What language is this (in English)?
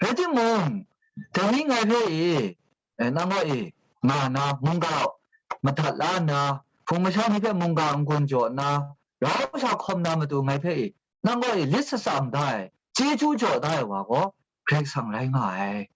Kachin